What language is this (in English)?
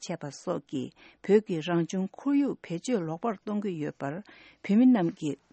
Tibetan